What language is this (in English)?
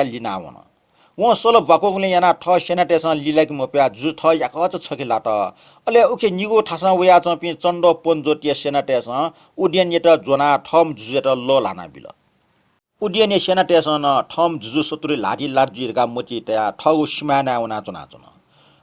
Newari